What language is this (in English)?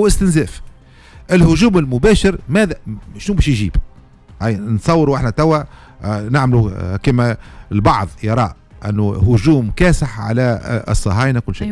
Tunisian Arabic